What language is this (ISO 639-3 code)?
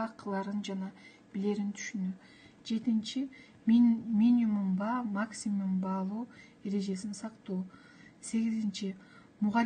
kir